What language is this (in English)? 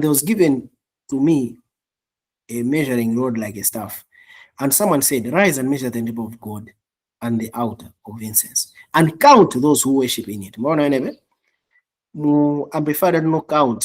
Nyanja